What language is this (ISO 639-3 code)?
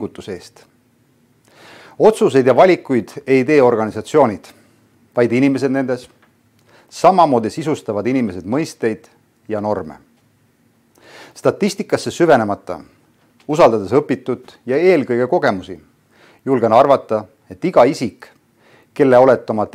est